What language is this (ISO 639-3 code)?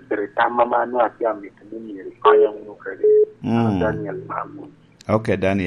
laj